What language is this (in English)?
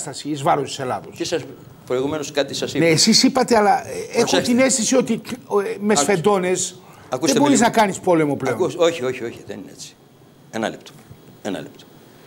Greek